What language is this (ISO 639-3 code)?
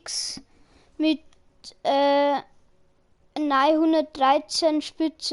bar